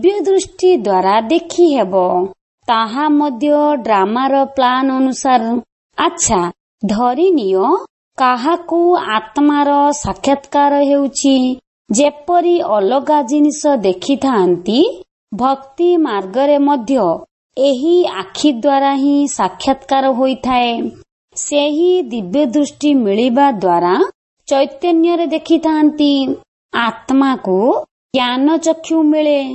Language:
Odia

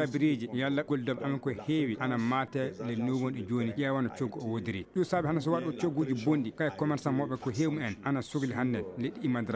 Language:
Fula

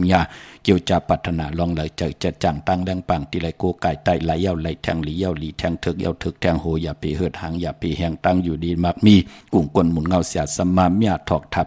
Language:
Shan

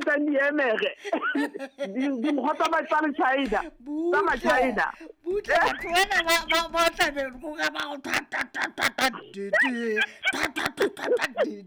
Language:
Southern Sotho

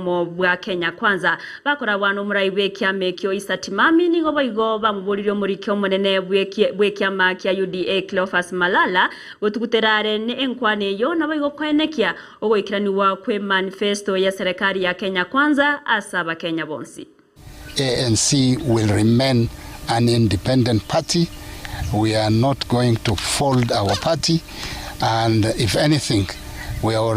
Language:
Gusii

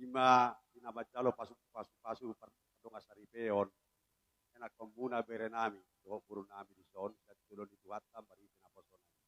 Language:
Batak Toba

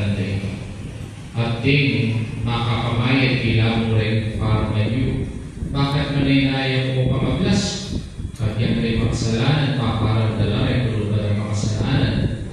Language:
Pampanga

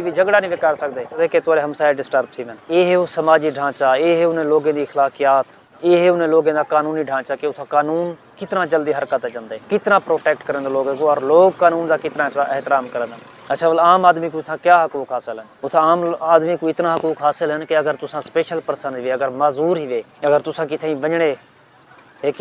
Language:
Saraiki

